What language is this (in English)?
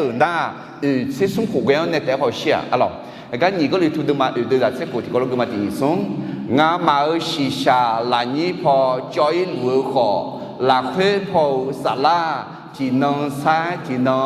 Akha